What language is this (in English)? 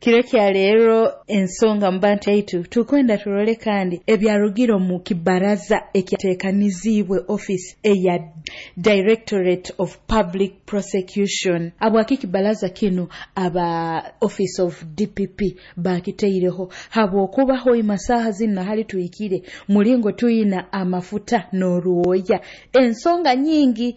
Nyoro